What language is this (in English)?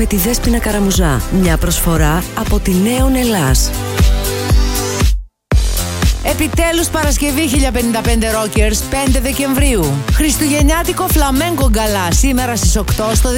Greek